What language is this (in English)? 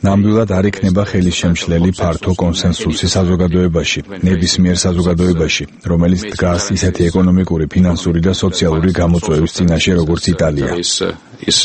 Georgian